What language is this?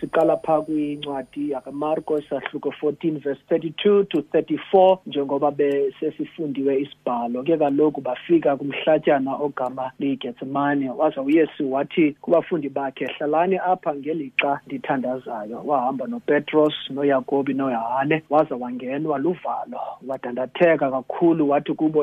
Xhosa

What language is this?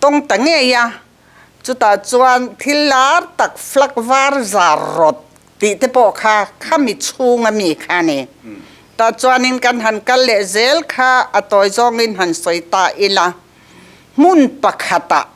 Mizo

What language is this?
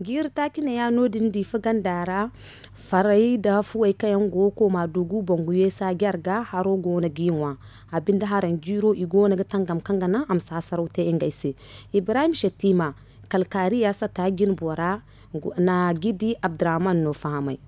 Zarma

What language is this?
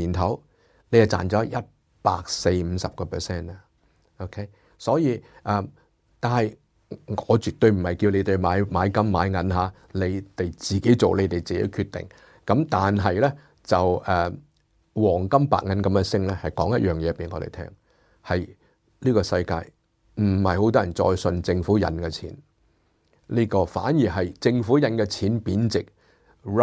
Cantonese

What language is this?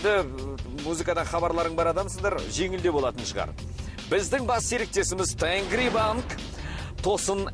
Kara-Kalpak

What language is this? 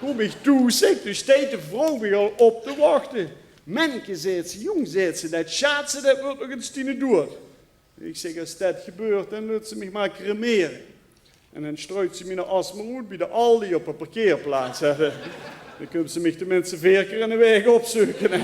Limburgish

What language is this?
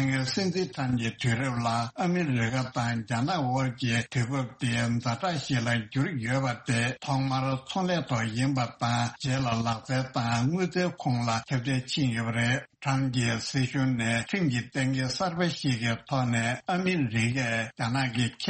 Tibetan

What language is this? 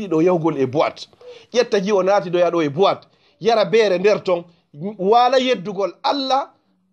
Fula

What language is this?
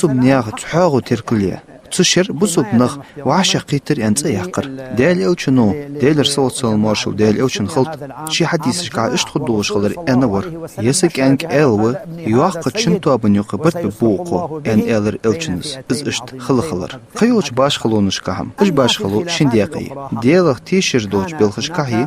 Ingush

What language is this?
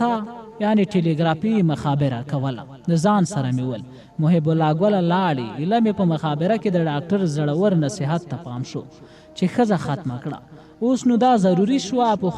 Pashto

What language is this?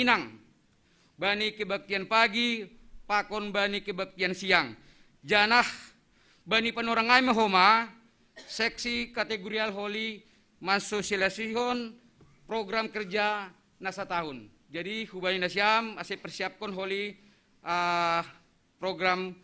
Batak Simalungun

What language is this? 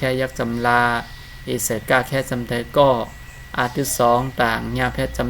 Shan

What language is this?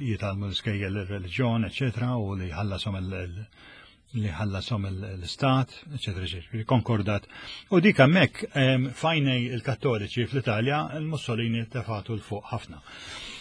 Maltese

